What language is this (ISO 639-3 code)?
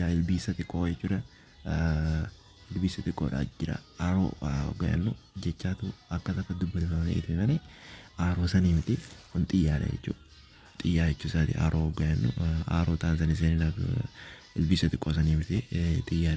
orm